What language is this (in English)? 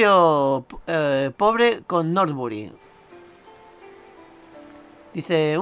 Spanish